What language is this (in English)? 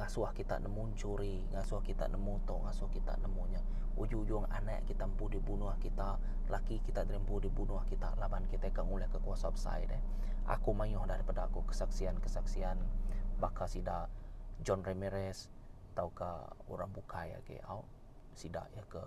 Iban